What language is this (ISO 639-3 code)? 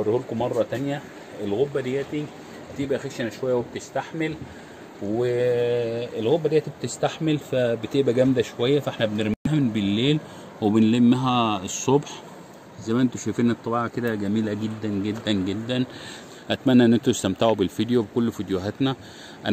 arz